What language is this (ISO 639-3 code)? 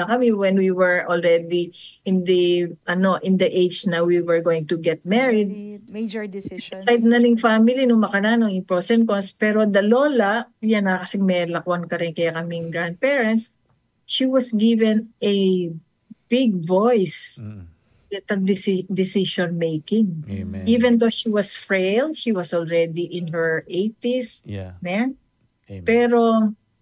pam